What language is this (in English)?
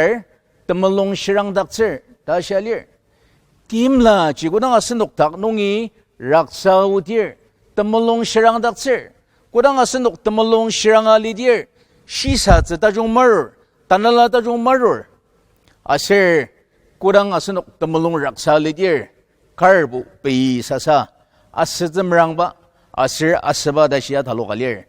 Ao Naga